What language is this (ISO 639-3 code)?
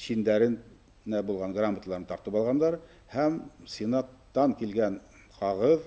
bak